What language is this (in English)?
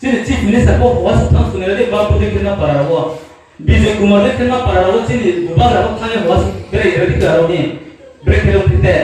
Riang (India)